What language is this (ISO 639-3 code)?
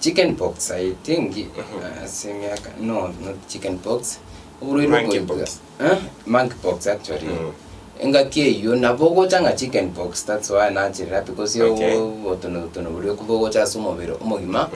guz